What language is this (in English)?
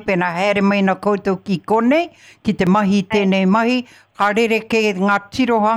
Māori